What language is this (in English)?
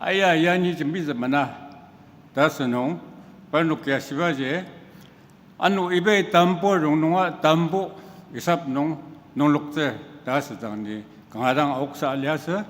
Ao Naga